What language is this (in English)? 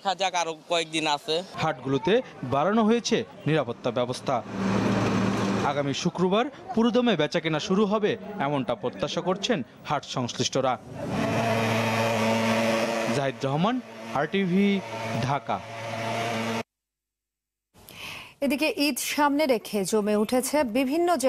Bangla